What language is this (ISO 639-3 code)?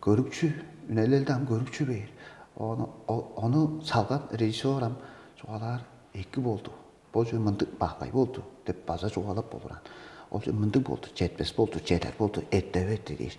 tyv